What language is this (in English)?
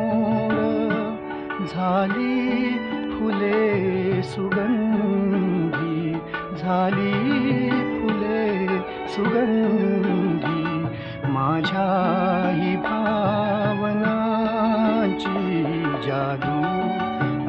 Marathi